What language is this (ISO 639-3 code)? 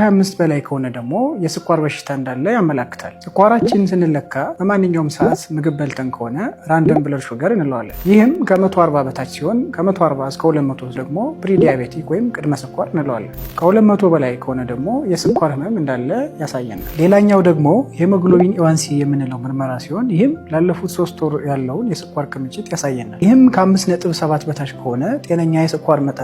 amh